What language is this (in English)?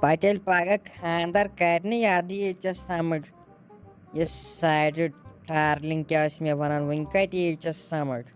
Kashmiri